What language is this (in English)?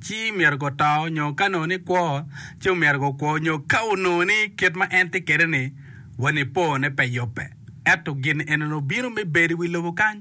Acoli